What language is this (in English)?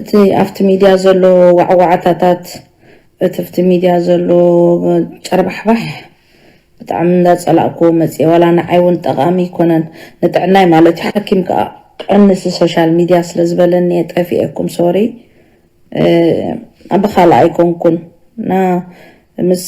Tigrinya